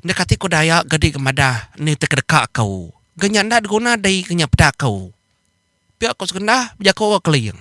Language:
Iban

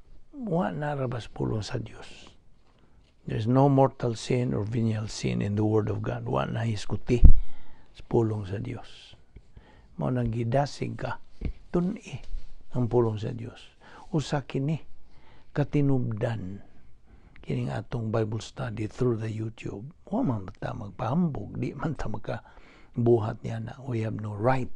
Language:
Cebuano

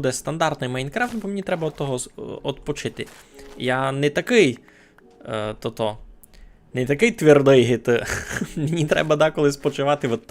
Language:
Rusyn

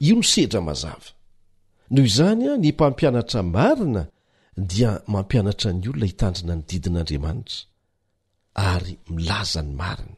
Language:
Malagasy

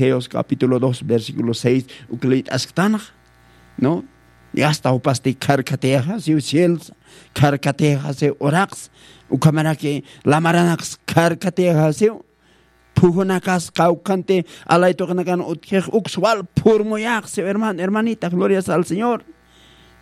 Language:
Aymara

